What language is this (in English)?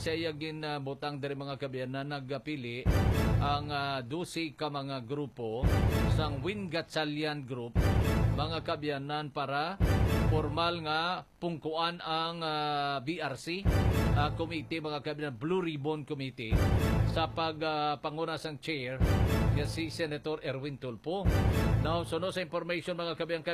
Hiligaynon